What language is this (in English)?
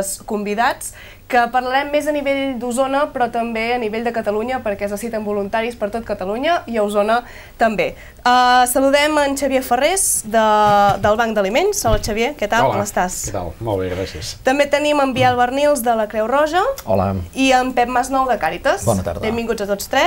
Catalan